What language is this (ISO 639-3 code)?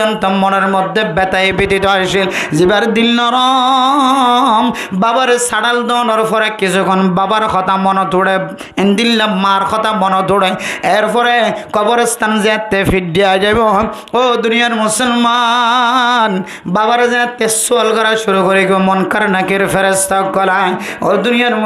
rhg